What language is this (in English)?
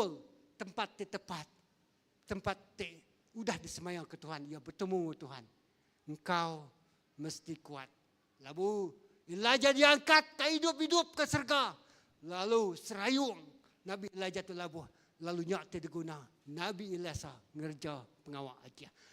Iban